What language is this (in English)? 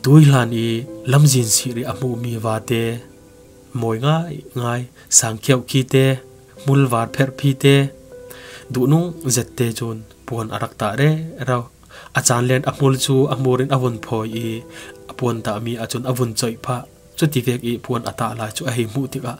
Falam Chin